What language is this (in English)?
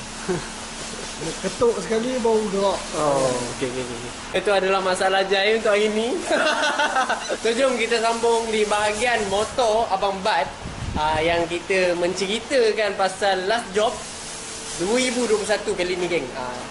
Malay